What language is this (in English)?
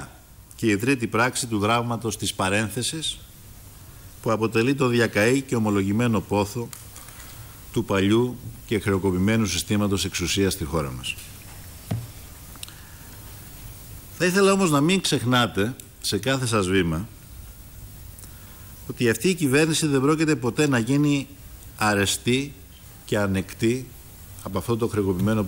Greek